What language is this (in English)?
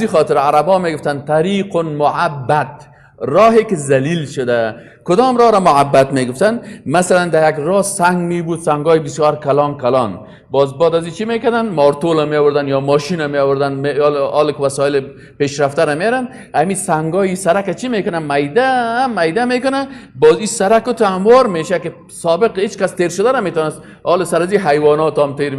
Persian